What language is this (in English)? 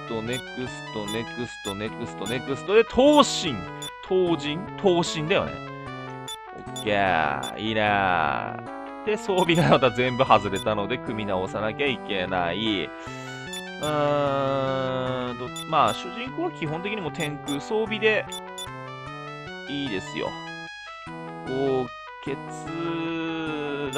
Japanese